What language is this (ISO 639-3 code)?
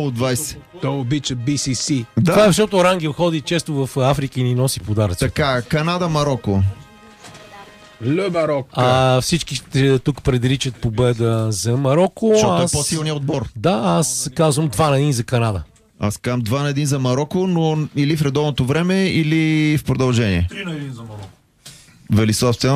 bul